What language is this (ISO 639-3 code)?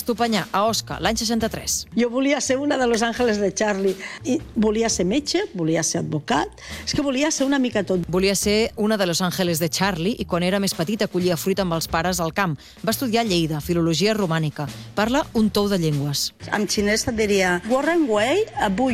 cat